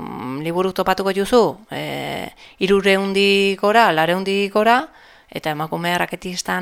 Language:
Basque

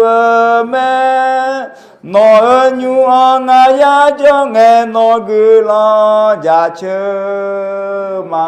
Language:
Akha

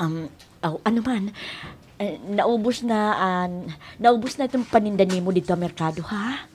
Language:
Waray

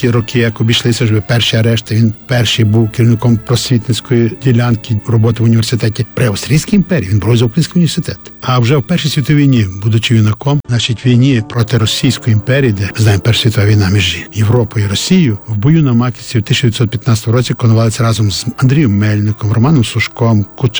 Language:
Ukrainian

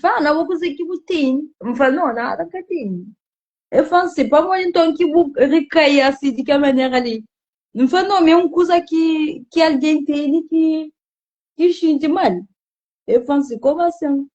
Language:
Kabuverdianu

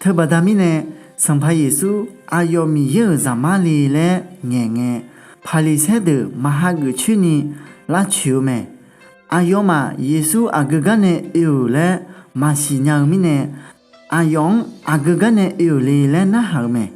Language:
Akha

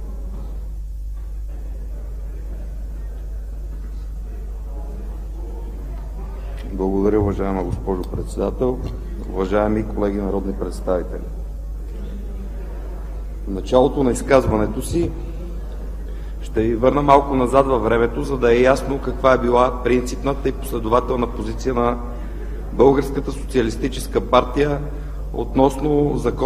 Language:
Bulgarian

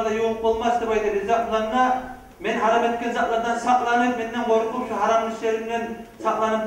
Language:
Kumyk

